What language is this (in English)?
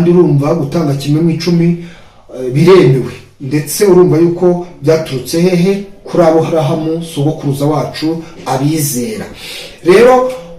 Kinyarwanda